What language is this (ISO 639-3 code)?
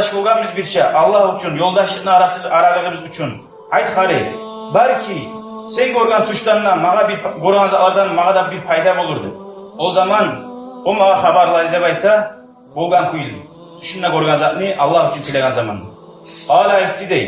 kum